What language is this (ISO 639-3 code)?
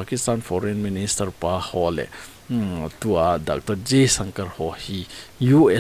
tcz